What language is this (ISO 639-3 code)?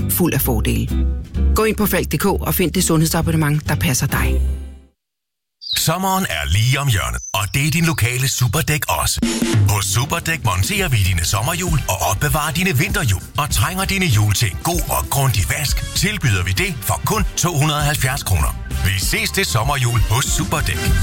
dan